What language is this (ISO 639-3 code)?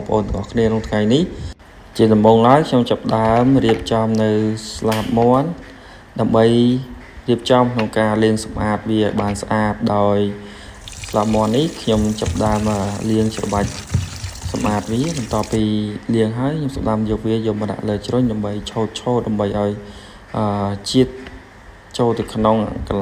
khm